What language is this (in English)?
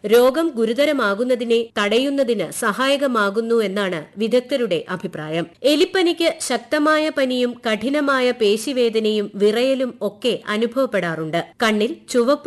Malayalam